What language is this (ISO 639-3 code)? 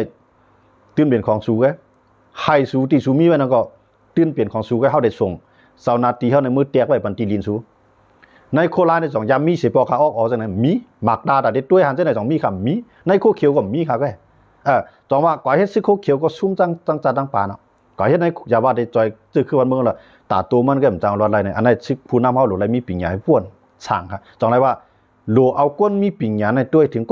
shn